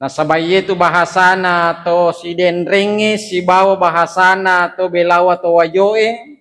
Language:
Buginese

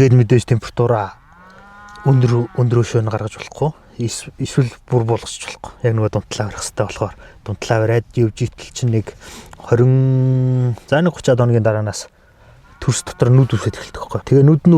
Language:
Mongolian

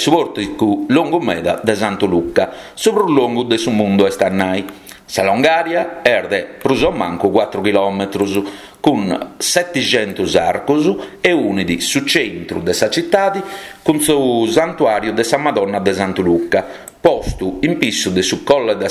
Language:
Sardinian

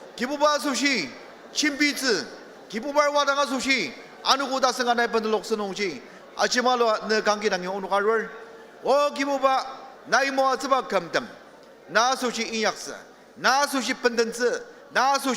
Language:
Ao Naga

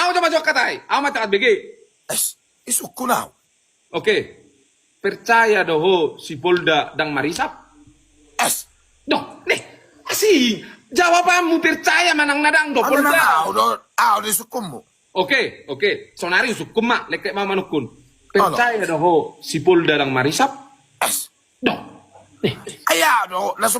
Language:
Batak Toba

